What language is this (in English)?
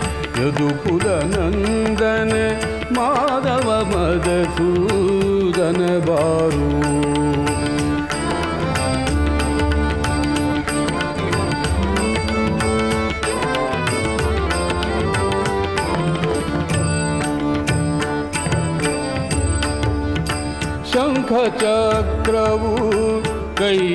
Kannada